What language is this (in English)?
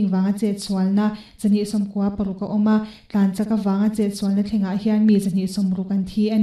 Mizo